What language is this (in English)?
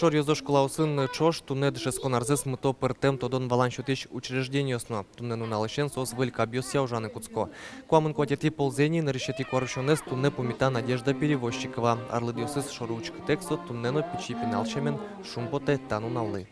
Udmurt